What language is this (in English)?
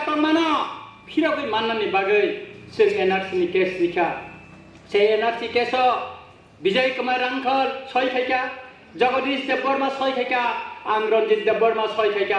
Kok Borok